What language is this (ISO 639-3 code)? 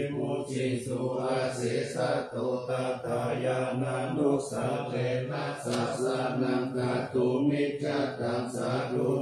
pli